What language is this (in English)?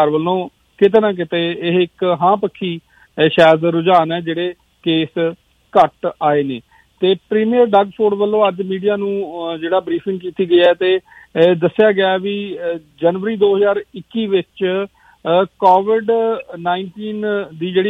Punjabi